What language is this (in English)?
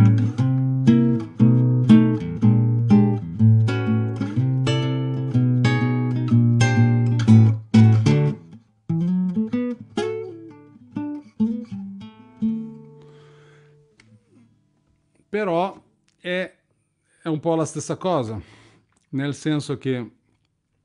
Italian